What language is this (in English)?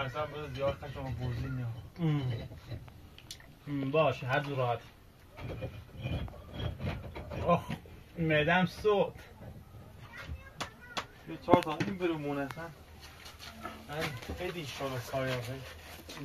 Persian